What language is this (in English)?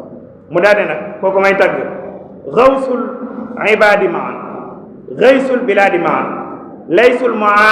Wolof